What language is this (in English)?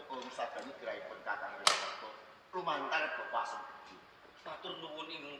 Javanese